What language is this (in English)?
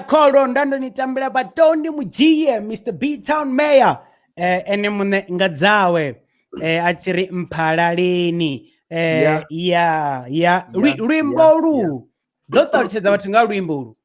Venda